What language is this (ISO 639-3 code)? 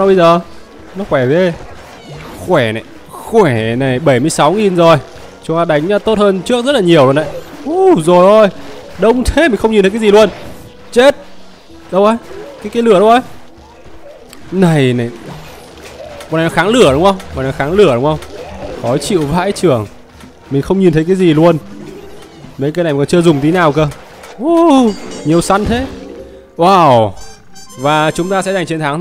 vie